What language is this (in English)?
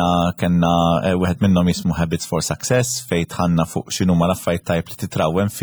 Maltese